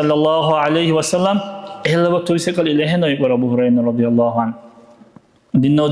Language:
Dargwa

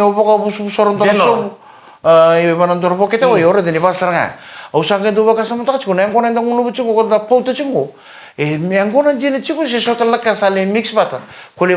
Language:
Fijian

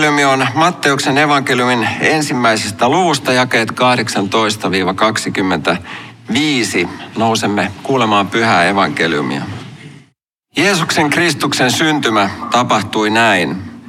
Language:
Finnish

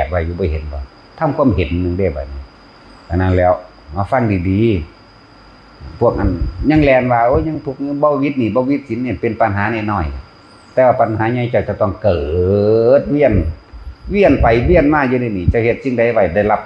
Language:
Northeastern Thai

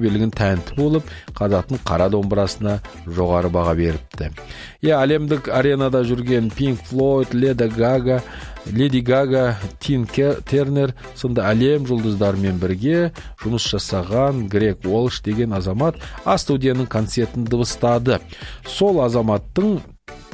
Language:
Kazakh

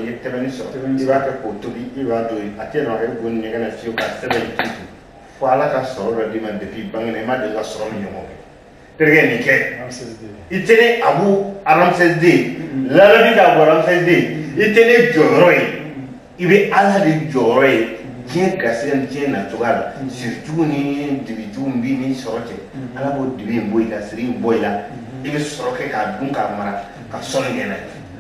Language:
Bambara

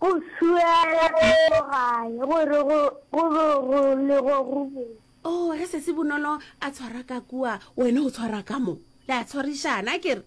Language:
Northern Sotho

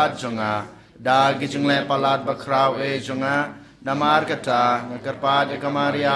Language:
Khasi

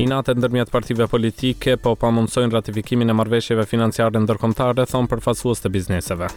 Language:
Albanian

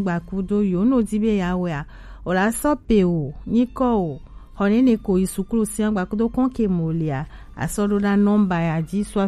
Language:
Gen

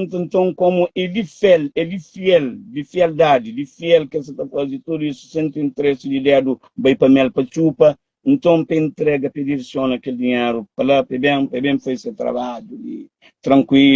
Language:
Kabuverdianu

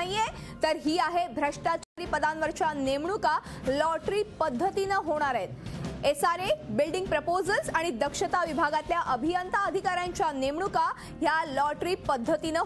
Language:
Marathi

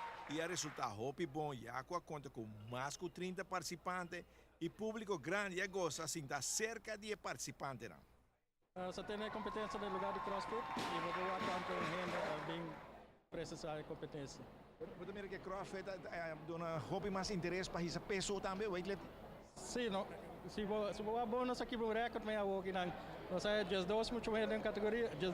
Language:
Papiamento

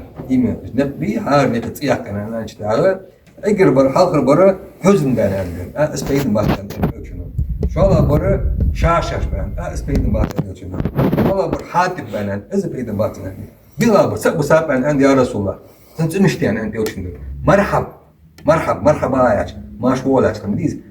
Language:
Ingush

